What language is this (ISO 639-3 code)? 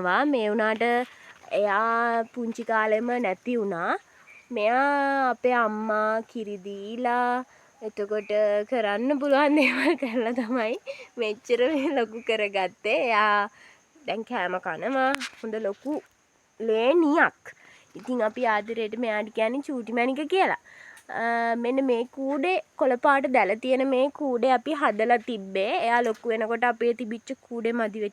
sin